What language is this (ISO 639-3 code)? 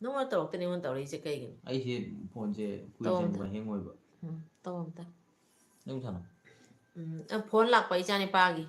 mni